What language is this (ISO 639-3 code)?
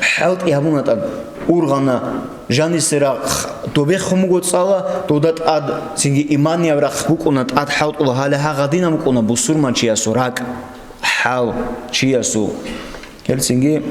ava